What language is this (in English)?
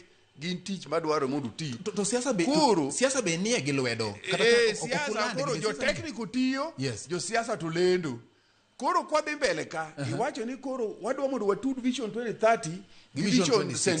Luo (Kenya and Tanzania)